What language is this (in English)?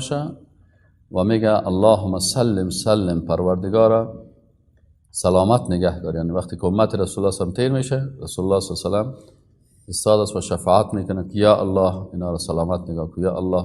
Persian